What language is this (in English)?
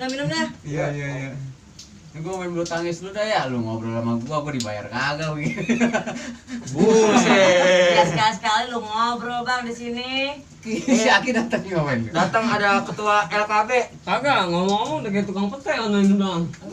Betawi